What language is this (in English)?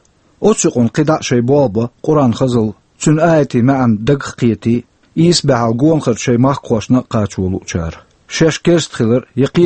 Chechen